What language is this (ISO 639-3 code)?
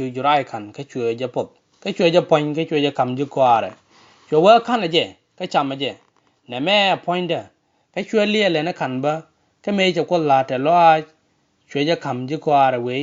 nus